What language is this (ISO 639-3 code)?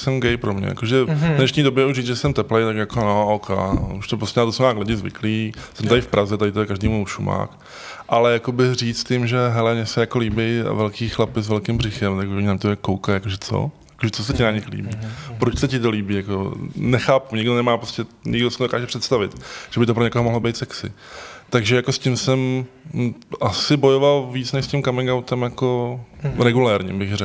ces